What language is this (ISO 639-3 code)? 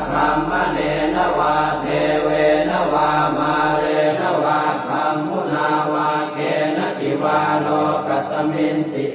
pli